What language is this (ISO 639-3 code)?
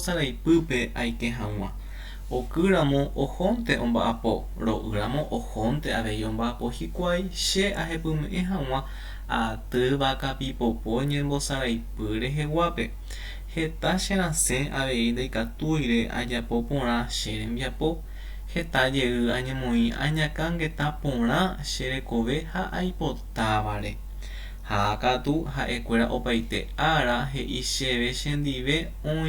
grn